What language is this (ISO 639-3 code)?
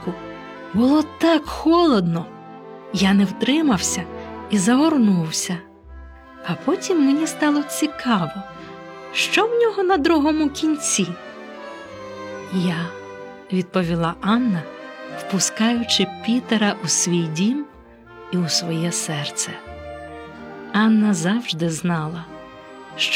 ukr